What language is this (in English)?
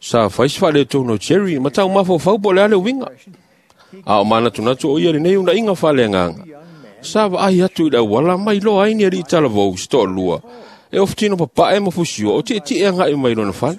Samoan